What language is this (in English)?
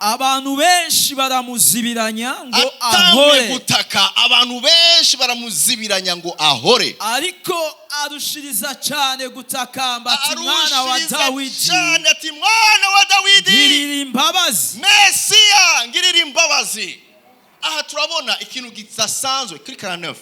Rundi